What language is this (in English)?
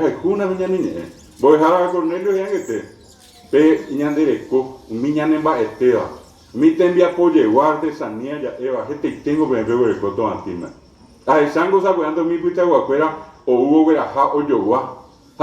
Guarani